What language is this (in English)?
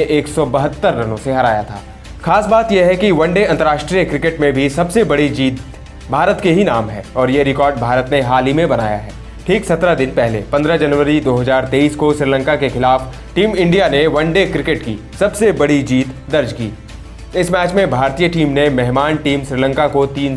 Hindi